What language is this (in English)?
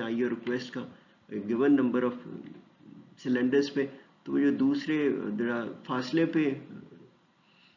Urdu